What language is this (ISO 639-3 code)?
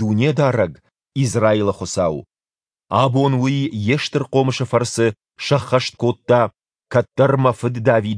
oss